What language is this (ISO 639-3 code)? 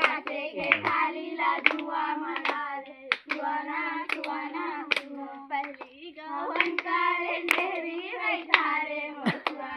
hne